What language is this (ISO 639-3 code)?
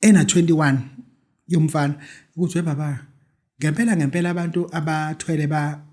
zul